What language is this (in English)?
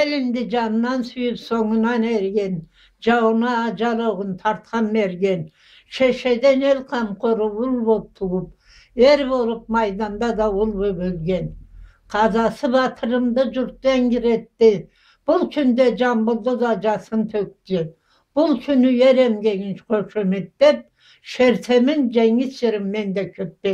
Karachay-Balkar